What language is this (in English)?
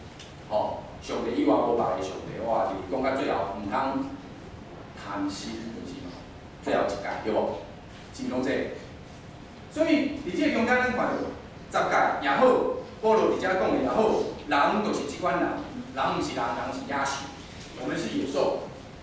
Min Nan Chinese